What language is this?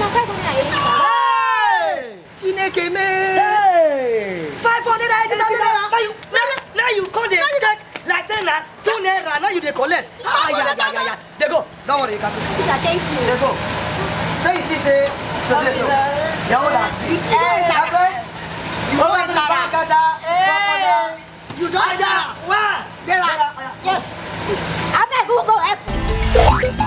Nigerian Pidgin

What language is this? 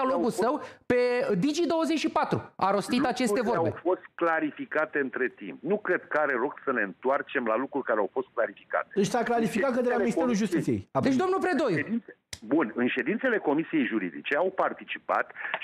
Romanian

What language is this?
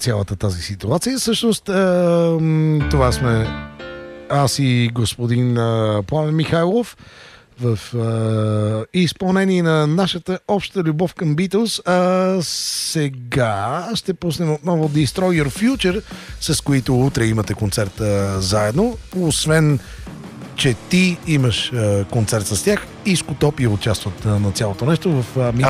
Bulgarian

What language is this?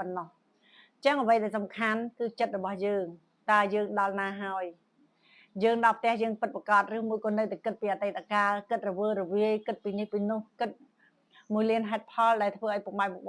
Khmer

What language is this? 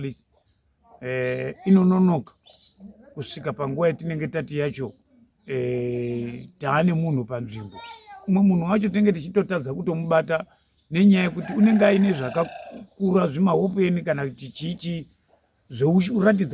Shona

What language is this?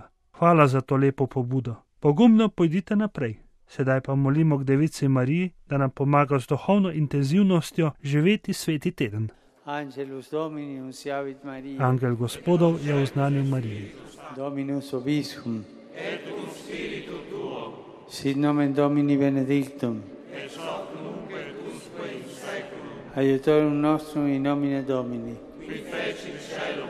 Slovenian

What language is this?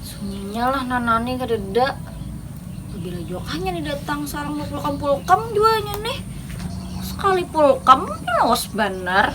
Banjar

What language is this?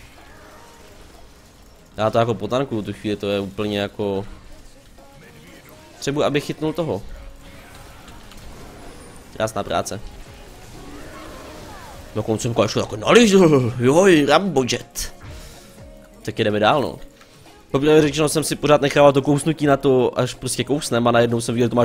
Czech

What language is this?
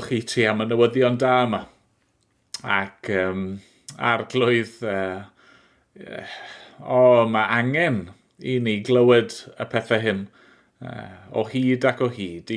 Welsh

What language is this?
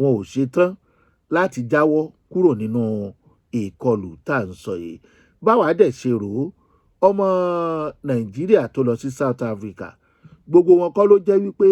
Yoruba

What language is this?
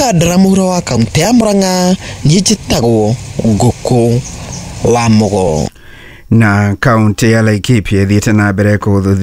Kikuyu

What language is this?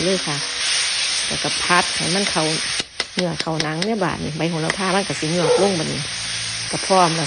Northeastern Thai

